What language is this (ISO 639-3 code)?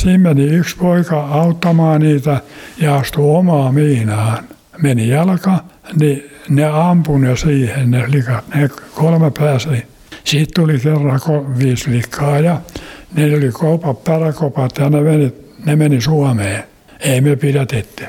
fin